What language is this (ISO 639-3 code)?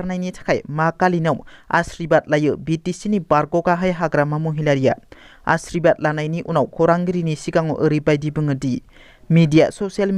brx